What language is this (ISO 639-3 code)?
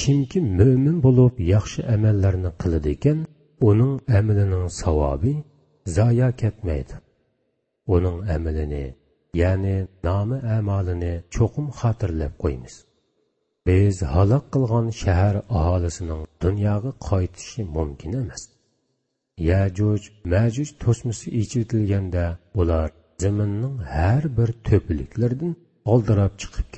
uig